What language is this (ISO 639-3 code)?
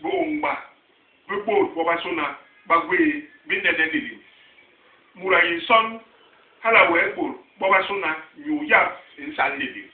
bas